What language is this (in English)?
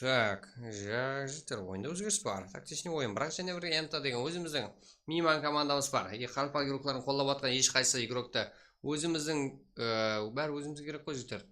Kara-Kalpak